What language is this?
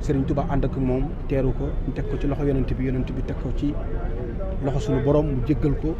Wolof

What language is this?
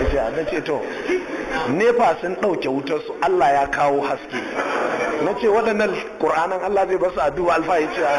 Hausa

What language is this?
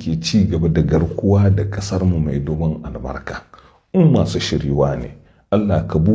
Hausa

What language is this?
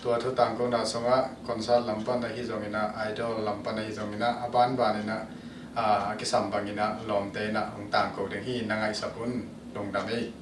Tedim Chin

